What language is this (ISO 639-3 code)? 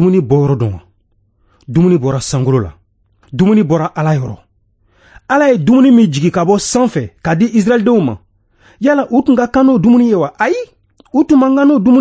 bam